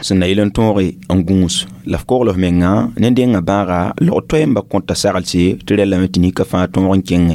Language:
Mossi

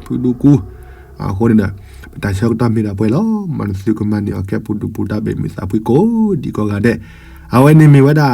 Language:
S'gaw Karen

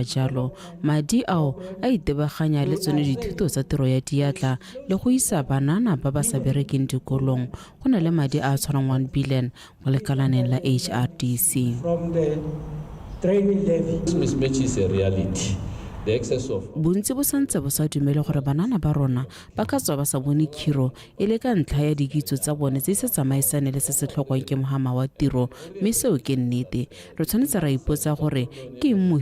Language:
Tswana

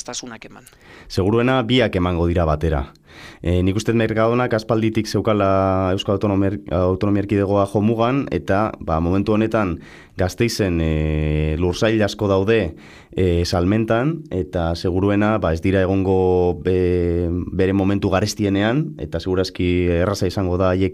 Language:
Basque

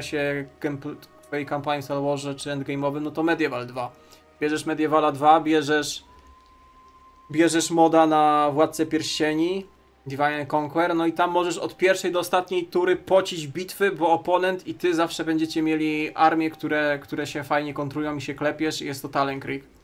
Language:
Polish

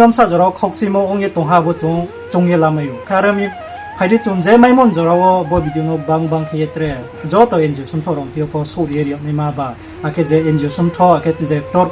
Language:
Riang (India)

